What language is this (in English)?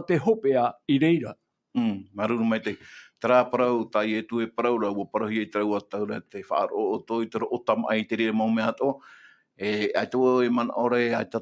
Tahitian